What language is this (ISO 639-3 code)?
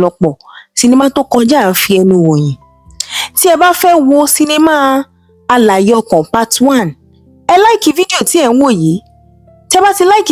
yor